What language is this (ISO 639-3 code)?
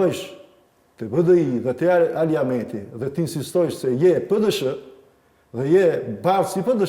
sqi